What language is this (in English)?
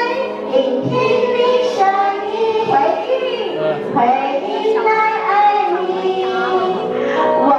Chinese